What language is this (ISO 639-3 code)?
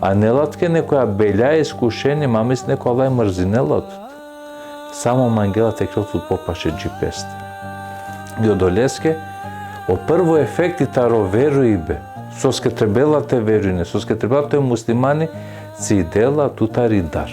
rmn